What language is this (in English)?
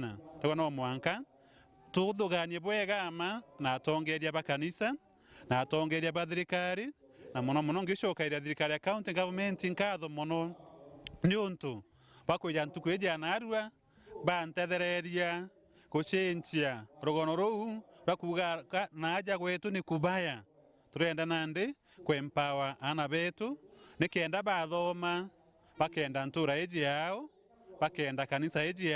Meru